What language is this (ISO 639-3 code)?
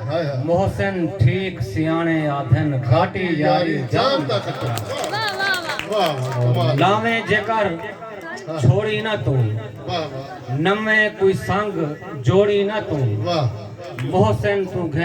skr